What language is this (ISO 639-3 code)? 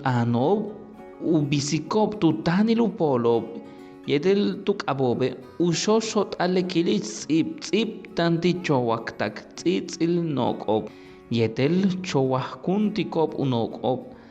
yua